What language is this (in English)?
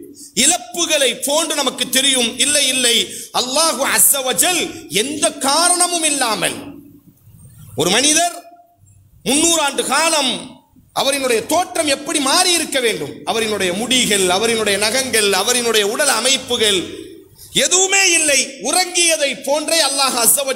Tamil